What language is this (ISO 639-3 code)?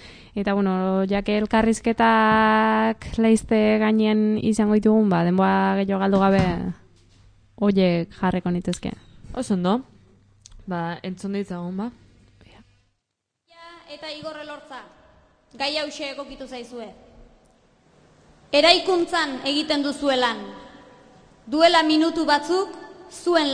eus